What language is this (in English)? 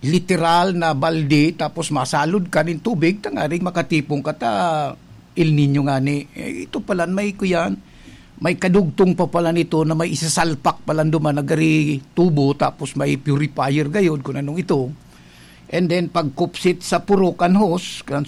Bikol